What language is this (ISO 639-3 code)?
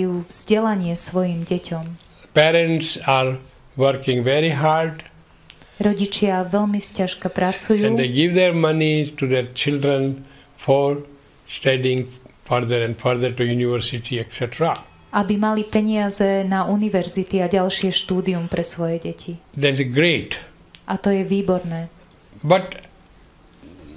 slk